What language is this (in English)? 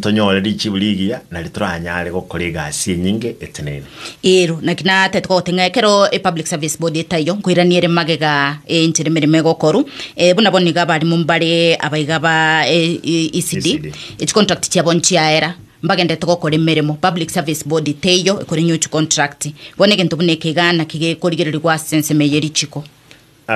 Gusii